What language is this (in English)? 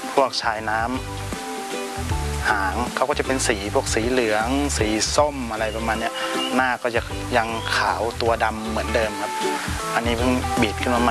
Thai